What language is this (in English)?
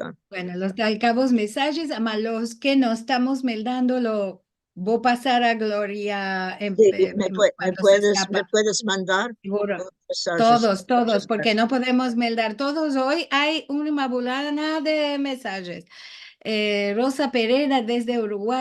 Ladino